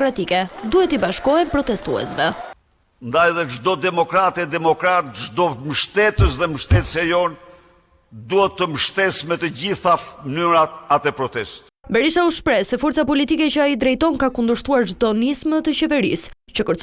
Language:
Albanian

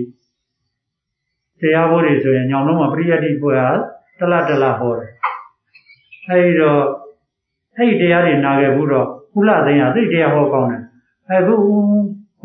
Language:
Burmese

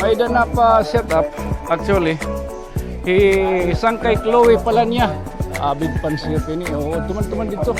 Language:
Waray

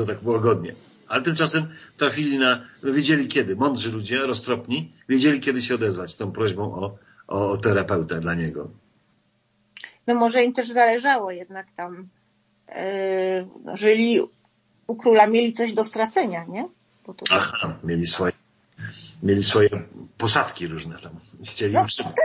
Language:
Polish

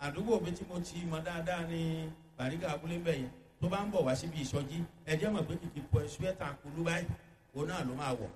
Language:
Yoruba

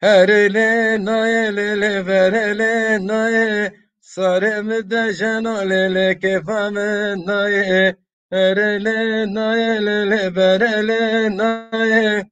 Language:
Zaza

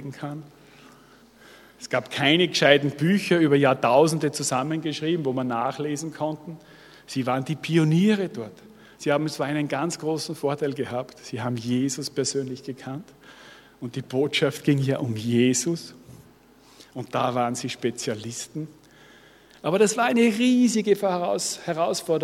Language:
German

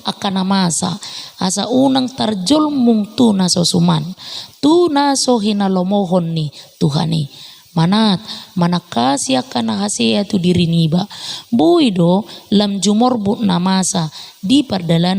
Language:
Batak Toba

